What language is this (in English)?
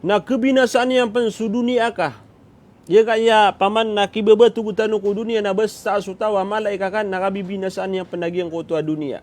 Maranao